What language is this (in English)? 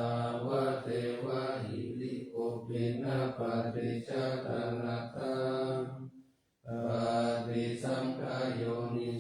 Pali